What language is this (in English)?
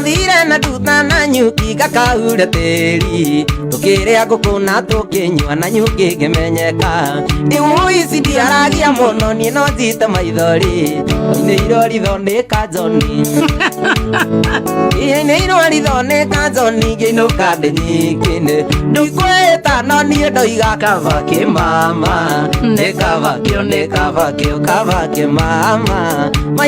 Kikuyu